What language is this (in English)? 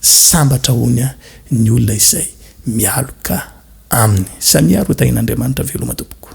Malagasy